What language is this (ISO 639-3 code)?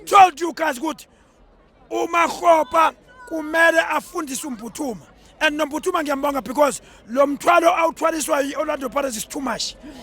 zul